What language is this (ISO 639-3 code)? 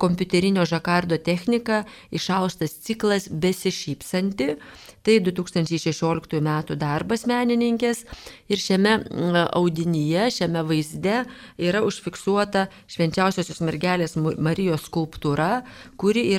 lit